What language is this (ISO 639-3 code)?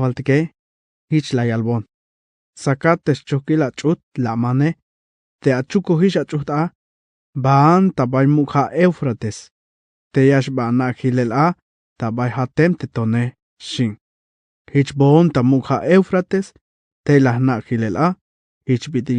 tzh